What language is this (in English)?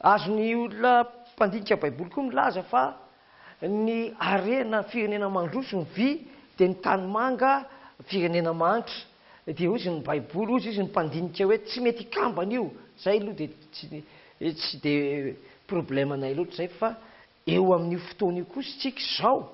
Malagasy